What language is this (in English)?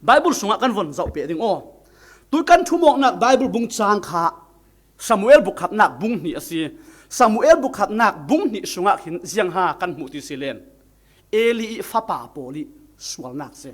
Falam Chin